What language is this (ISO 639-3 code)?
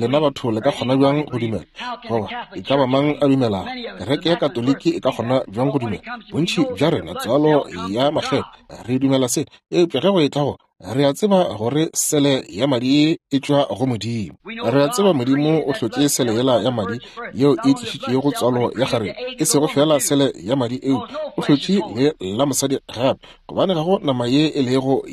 nso